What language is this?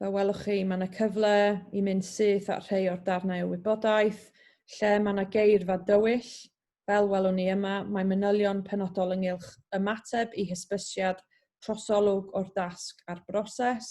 Welsh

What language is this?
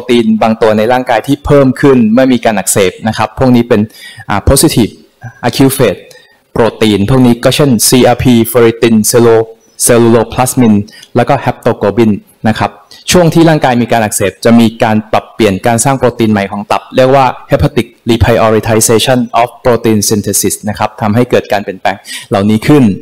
Thai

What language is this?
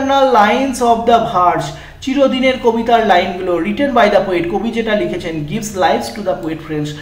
Bangla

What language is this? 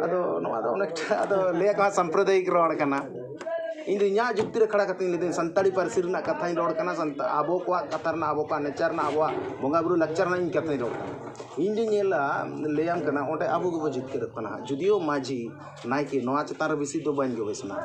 Santali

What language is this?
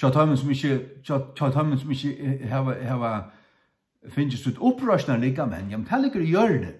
Faroese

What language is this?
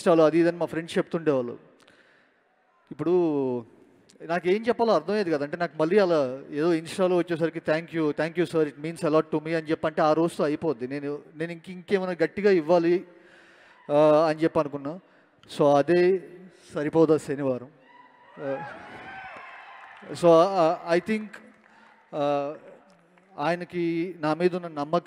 Telugu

